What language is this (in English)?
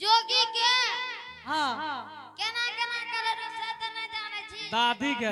Angika